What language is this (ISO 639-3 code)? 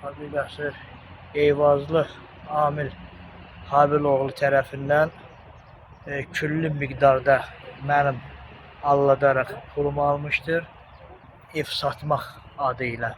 aze